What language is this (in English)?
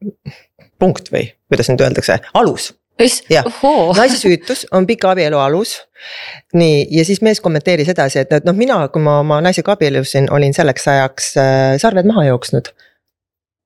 Estonian